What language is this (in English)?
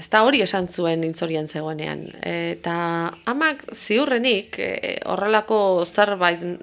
Basque